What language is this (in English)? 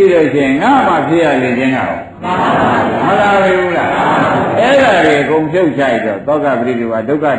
Burmese